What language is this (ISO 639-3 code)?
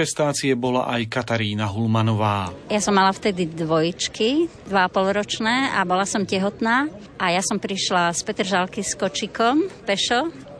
slk